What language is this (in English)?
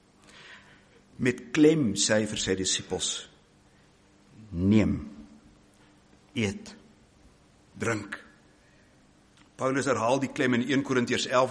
Afrikaans